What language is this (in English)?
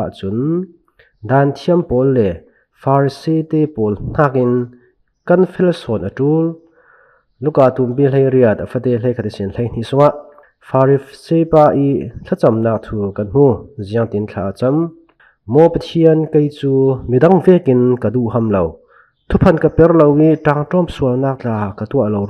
Falam Chin